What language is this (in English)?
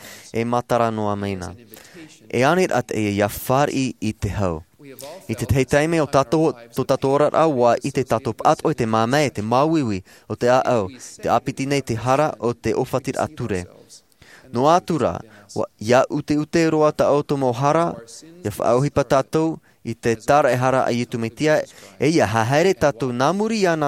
Tahitian